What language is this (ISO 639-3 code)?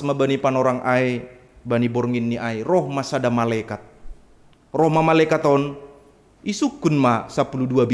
bts